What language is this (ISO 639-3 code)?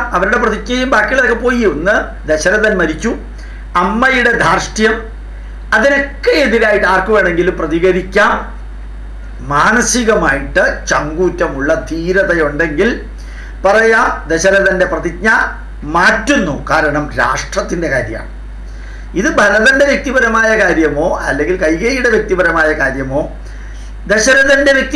mal